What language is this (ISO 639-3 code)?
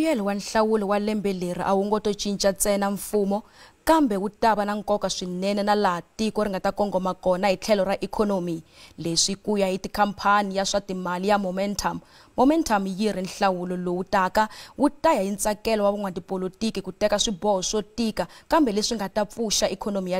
tso